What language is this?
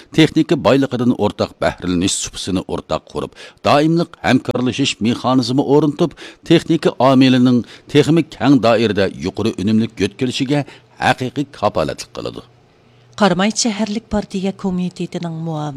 Uyghur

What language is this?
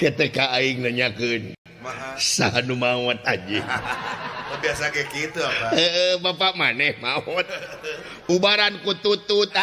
Sundanese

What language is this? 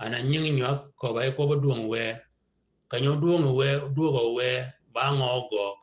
Shilluk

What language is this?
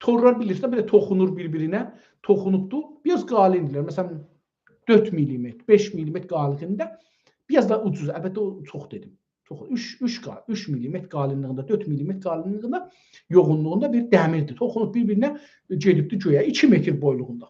South Azerbaijani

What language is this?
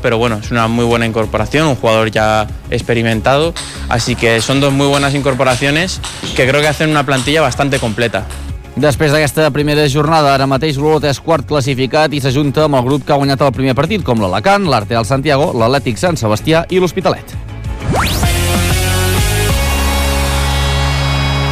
Catalan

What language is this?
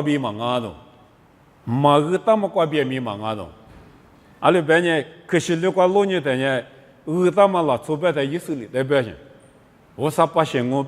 Lisu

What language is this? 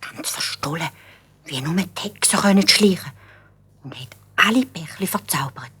Swiss German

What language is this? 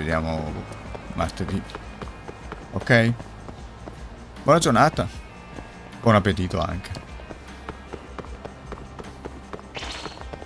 Italian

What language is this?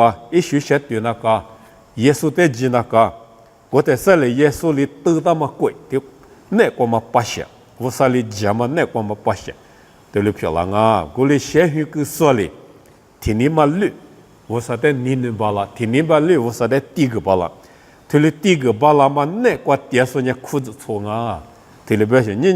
Lisu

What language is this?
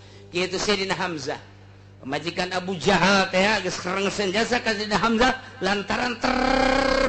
Sundanese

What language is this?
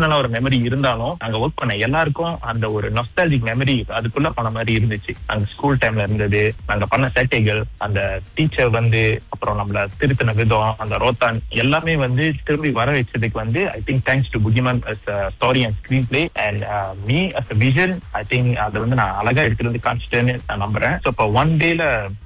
Tamil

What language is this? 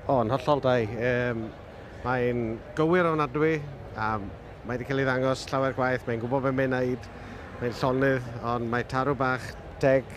Welsh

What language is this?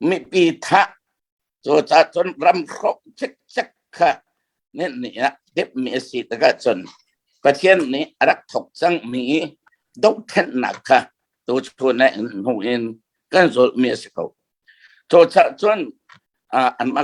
Hakha Chin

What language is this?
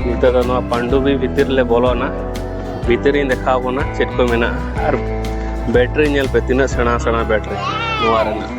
Santali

